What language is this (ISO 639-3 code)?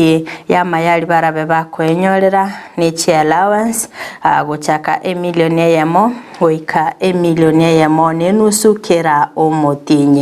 guz